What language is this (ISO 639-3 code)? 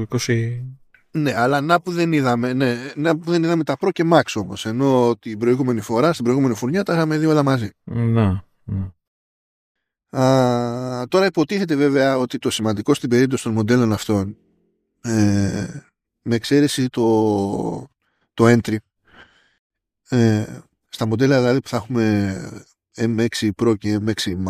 ell